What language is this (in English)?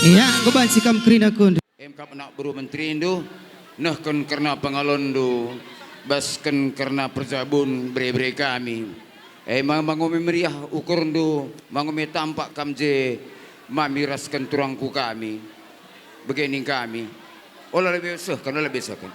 Batak Karo